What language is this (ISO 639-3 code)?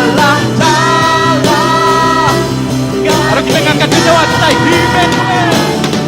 iba